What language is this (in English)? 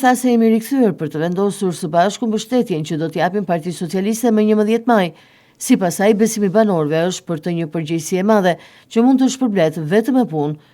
Albanian